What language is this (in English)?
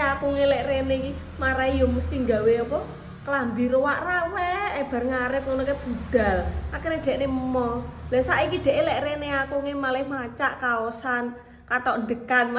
Javanese